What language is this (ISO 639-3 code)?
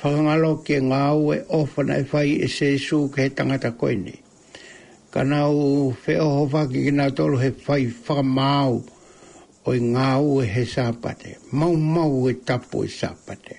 ton